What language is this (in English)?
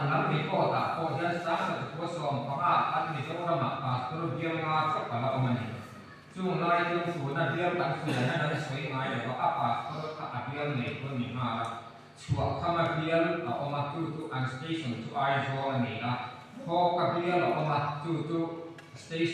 Mizo